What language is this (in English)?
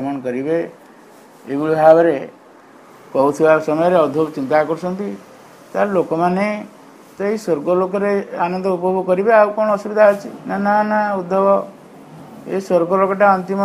Odia